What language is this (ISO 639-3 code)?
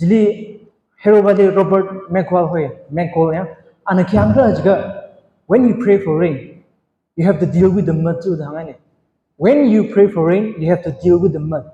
nmf